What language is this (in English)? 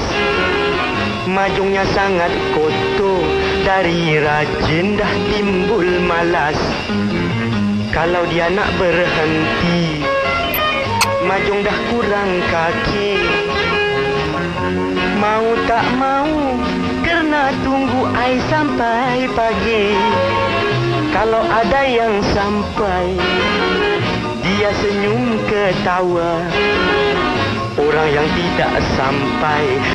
Malay